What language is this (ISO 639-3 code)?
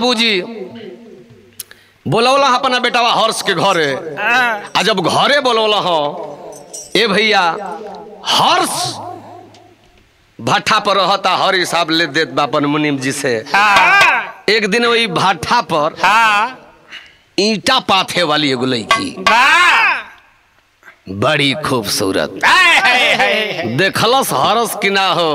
bho